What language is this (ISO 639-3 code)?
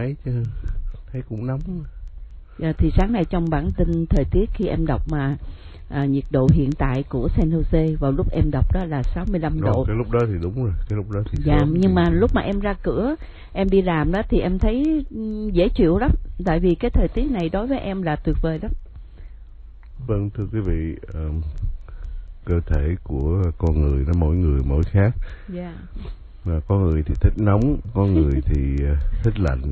vie